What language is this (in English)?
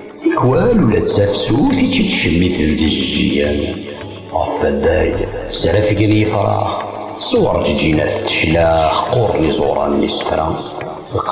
Kabyle